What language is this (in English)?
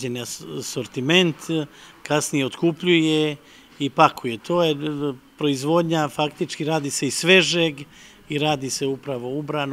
Serbian